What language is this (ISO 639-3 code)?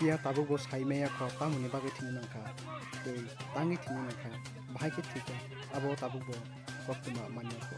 trp